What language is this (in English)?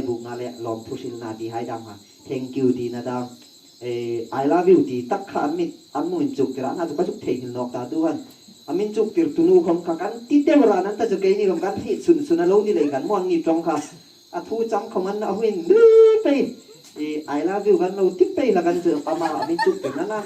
Hmar